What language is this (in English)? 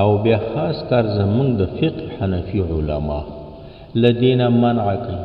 Pashto